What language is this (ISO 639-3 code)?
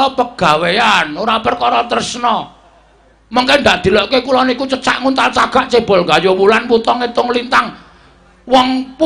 jav